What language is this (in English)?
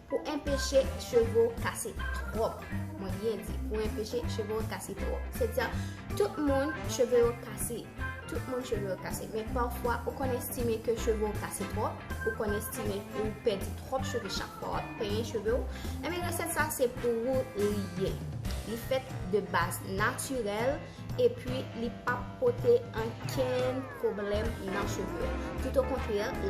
Haitian Creole